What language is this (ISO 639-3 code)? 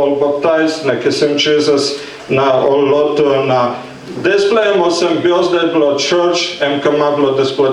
tpi